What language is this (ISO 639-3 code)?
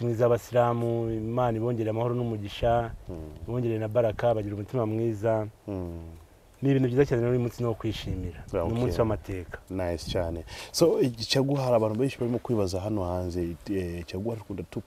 kin